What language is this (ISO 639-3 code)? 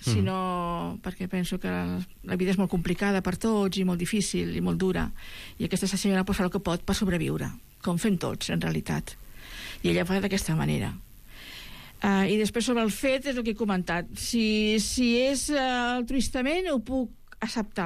cat